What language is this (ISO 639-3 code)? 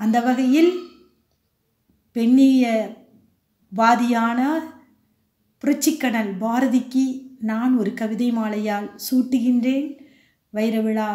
tam